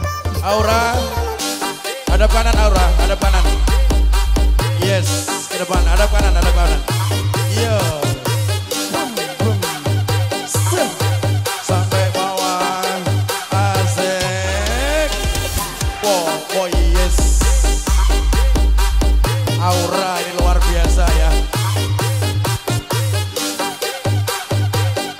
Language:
Indonesian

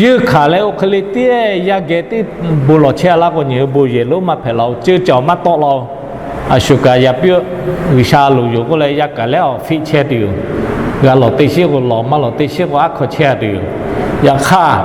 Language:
Lahu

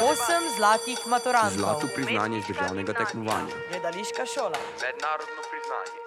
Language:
Slovenian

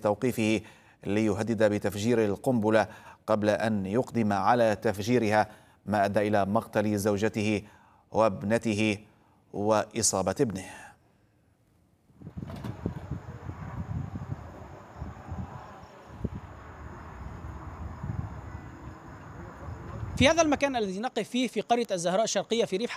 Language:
Arabic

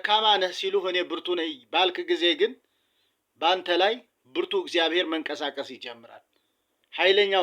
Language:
Amharic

